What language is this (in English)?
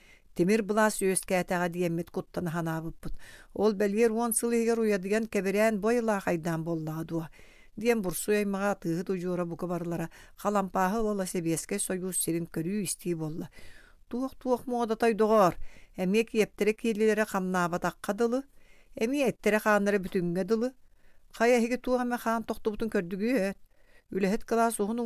Yakut